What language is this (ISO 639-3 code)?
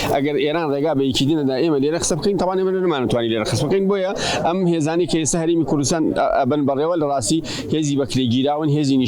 ckb